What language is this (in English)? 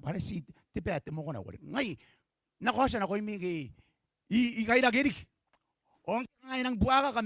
Gilbertese